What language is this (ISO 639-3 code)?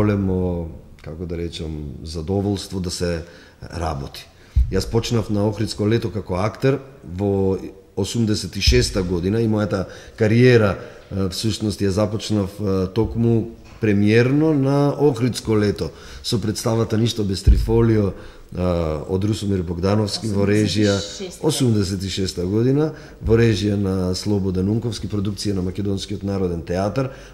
mkd